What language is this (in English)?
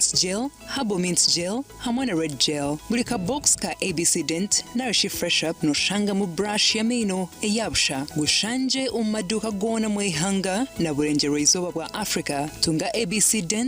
Nyankole